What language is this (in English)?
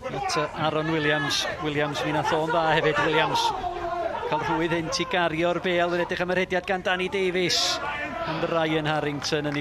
Welsh